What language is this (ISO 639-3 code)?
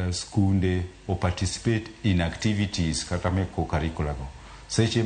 luo